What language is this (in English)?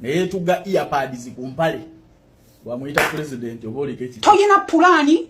Ganda